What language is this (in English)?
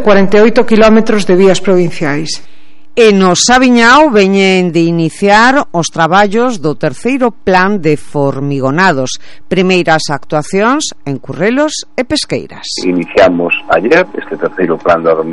Galician